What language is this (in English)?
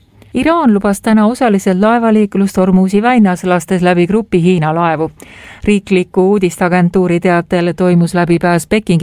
Estonian